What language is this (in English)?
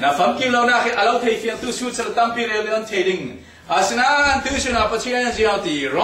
Falam Chin